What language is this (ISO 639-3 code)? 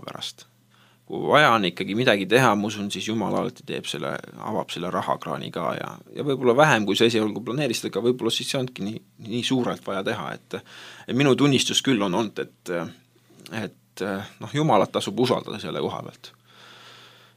est